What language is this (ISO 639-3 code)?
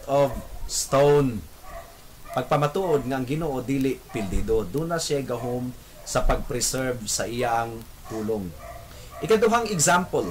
ceb